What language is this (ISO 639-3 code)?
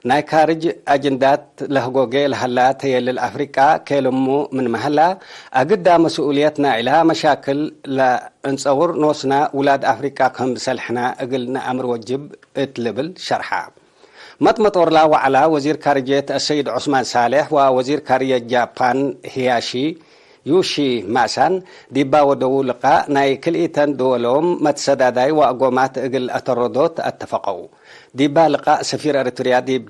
tig